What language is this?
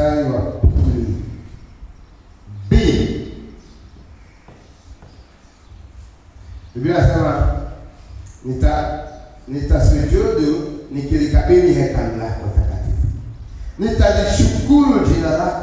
Swahili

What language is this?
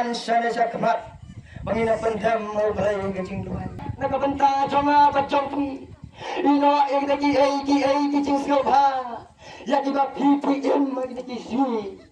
Khasi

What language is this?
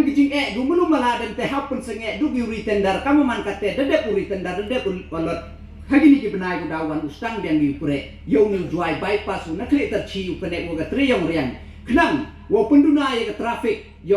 Pnar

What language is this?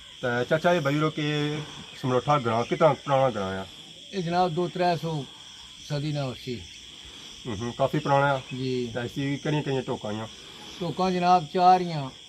Pahari-Potwari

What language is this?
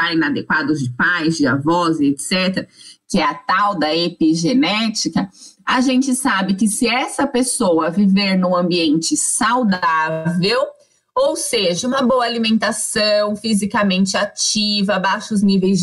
Portuguese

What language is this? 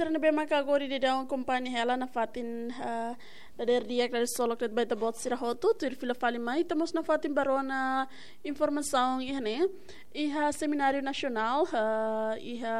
Tetum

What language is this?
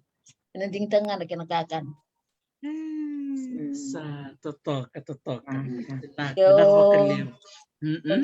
Fijian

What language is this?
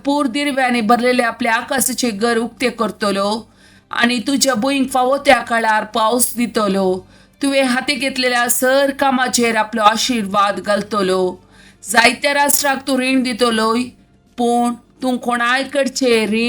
Konkani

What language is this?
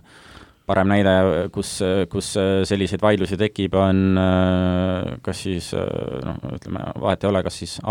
Estonian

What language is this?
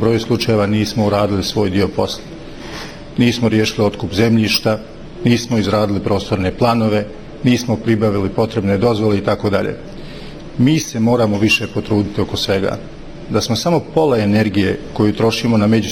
Bosnian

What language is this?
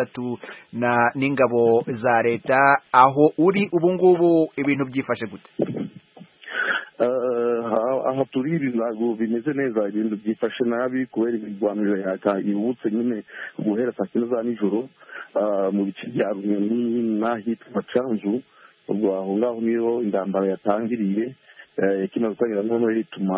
Kinyarwanda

